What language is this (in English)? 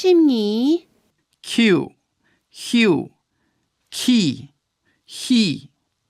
Hakka Chinese